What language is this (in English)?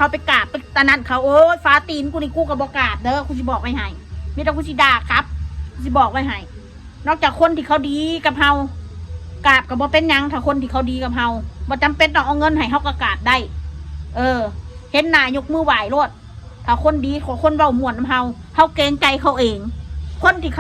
Northeastern Thai